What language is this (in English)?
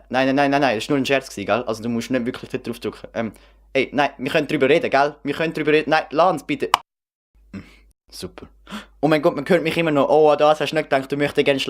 Swiss German